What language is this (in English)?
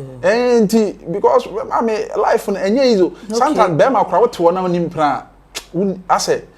Akan